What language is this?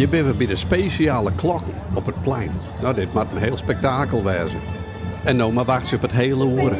Western Frisian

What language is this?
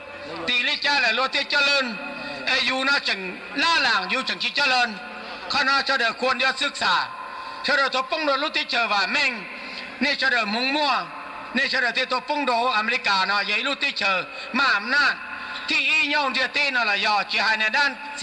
Hmong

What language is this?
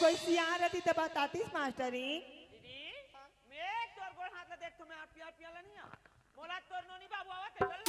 Chhattisgarhi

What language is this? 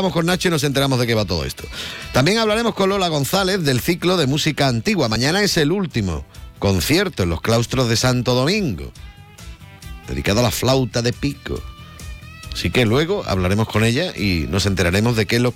Spanish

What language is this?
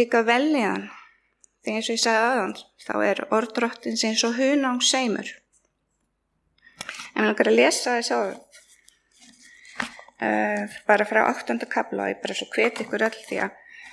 Icelandic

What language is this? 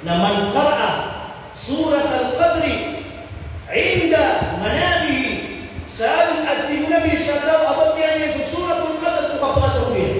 Maranao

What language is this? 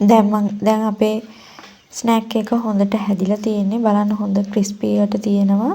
Sinhala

